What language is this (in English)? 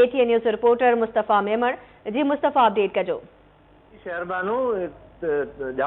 Sindhi